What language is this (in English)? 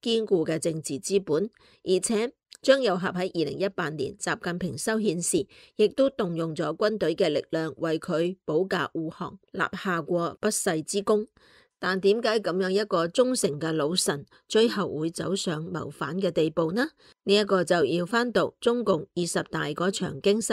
Cantonese